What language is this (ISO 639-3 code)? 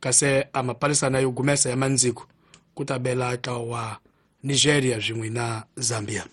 tso